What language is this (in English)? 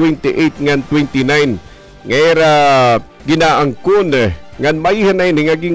Waray